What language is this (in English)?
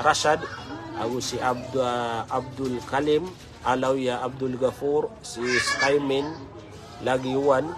Maranao